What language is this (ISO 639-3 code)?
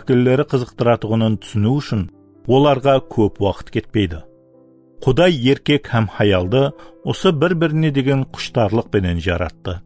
kaa